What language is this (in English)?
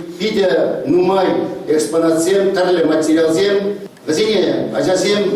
Chuvash